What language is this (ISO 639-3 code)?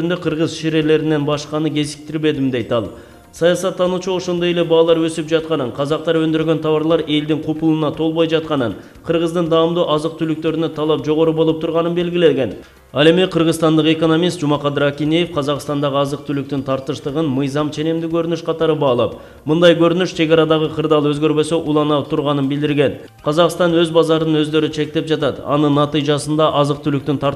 kir